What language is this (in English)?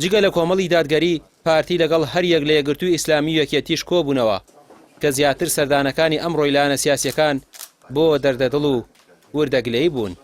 Central Kurdish